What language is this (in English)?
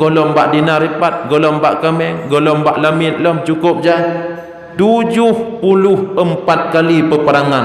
Achinese